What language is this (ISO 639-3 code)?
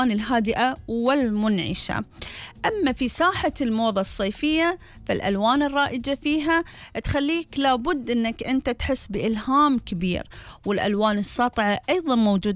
afb